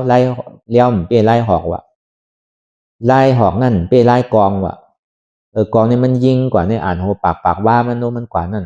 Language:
Shan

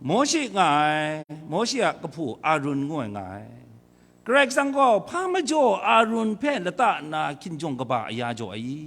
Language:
Kachin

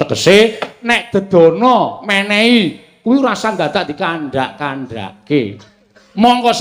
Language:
Javanese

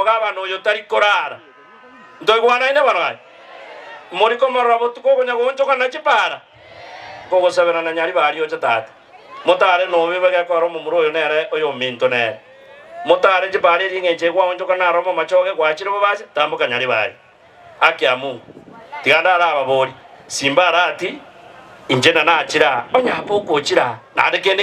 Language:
Gusii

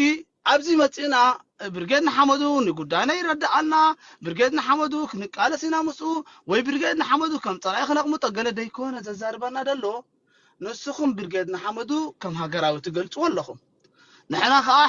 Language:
Tigrinya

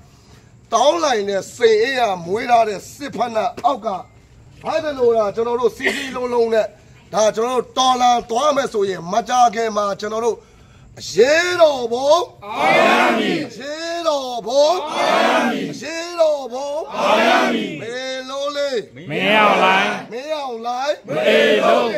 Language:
Burmese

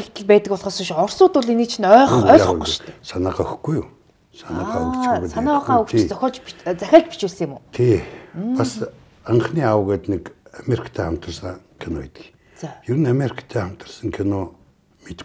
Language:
Mongolian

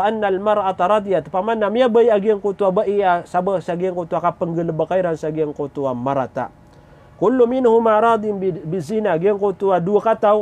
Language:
Maranao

